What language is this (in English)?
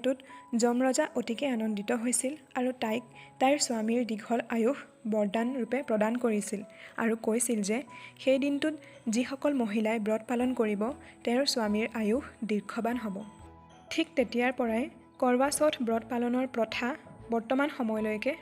Assamese